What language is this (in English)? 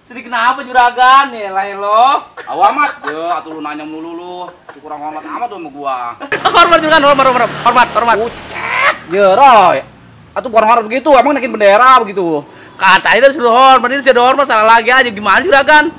Betawi